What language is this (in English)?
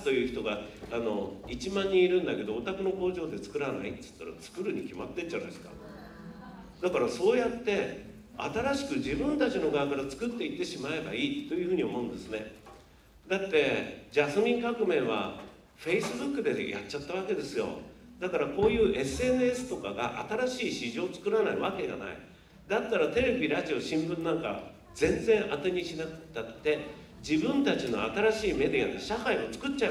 Japanese